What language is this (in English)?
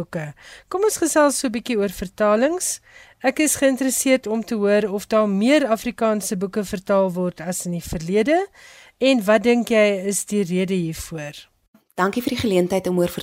Afrikaans